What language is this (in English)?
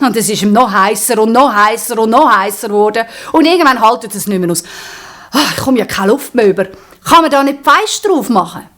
Swiss German